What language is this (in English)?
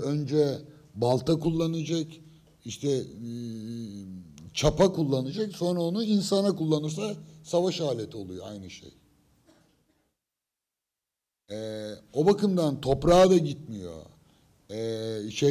Turkish